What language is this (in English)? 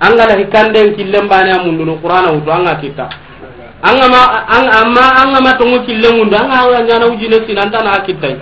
Soninke